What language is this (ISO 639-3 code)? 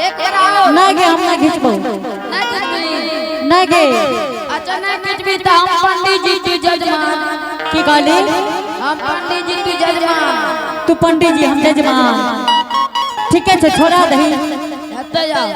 anp